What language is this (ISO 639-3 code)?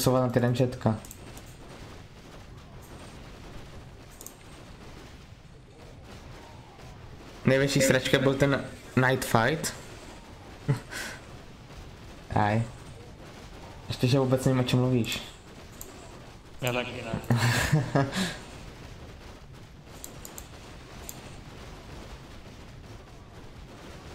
ces